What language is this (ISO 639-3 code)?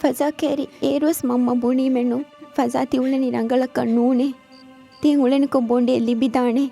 div